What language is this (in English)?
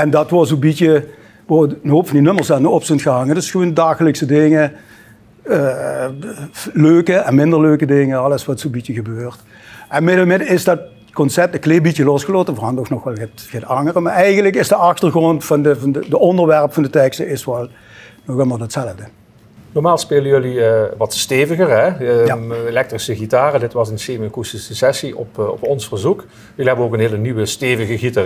Limburgish